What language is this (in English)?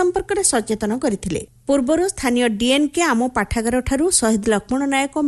Odia